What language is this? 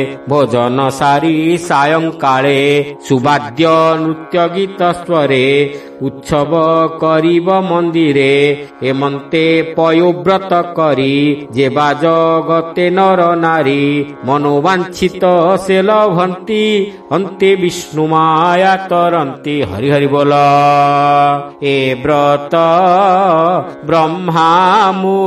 Odia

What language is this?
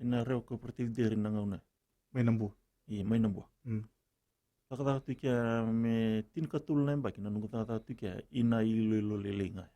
Fijian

